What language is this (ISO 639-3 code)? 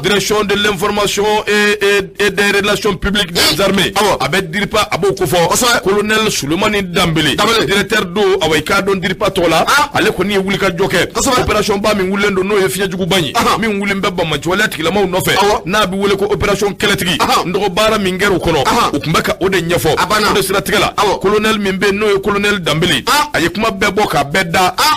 bam